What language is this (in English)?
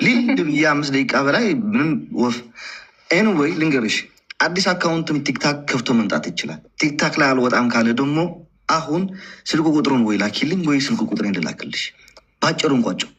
Amharic